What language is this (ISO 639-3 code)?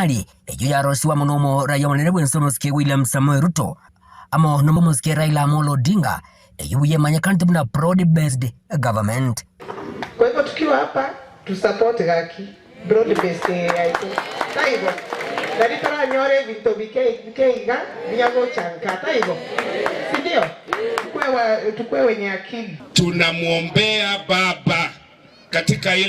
guz